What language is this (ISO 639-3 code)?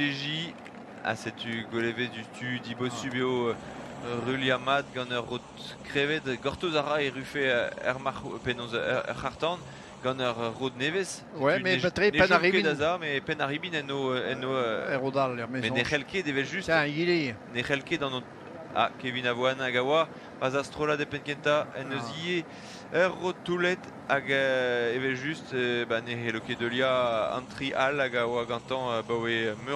bre